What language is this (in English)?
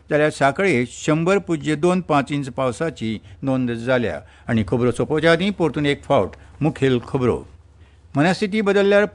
Konkani